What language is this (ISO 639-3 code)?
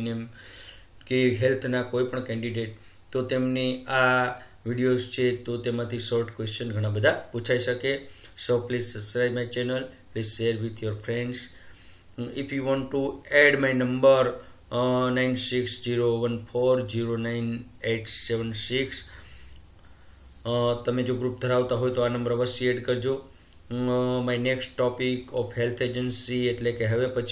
guj